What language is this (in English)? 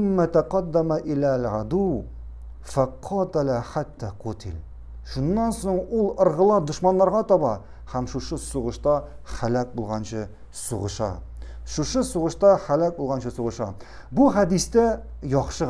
Tatar